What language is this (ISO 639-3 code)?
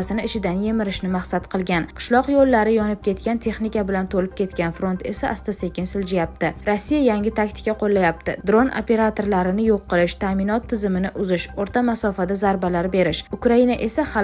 uzb